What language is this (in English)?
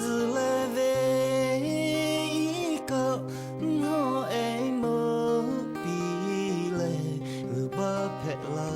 Lahu